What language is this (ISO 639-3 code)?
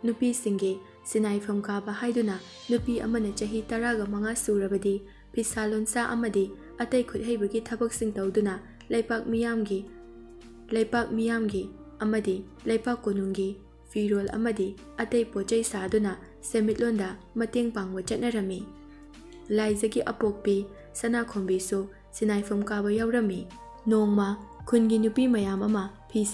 mni